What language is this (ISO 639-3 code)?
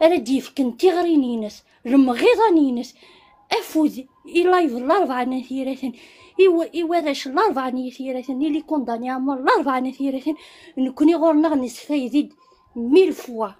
kab